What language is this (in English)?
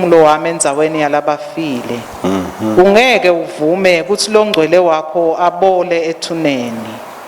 Swati